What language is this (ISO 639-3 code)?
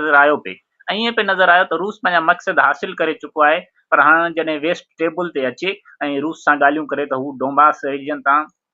snd